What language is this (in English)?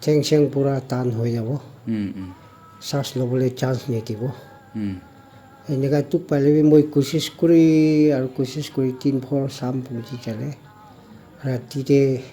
Naga Pidgin